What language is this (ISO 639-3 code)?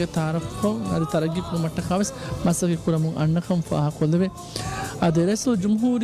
div